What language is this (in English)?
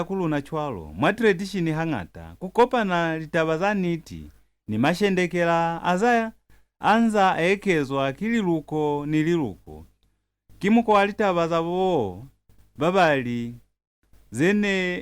Lozi